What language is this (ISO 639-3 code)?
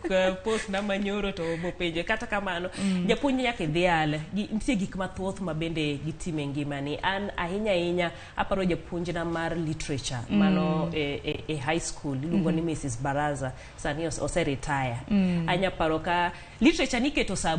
luo